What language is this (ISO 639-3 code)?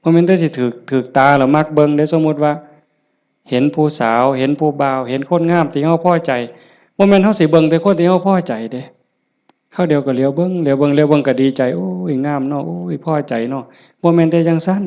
tts